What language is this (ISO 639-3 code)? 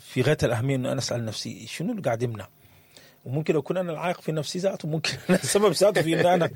apd